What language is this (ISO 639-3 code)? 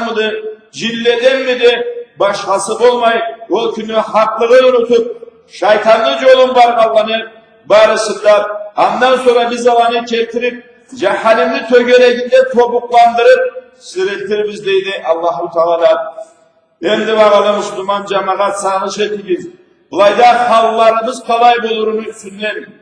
krc